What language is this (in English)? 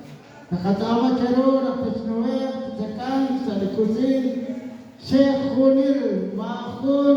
Kekchí